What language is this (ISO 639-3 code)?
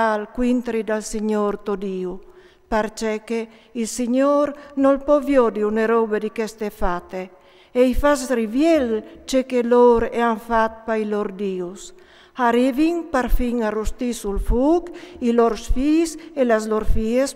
fur